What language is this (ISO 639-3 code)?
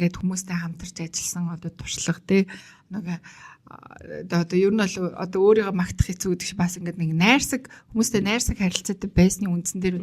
mon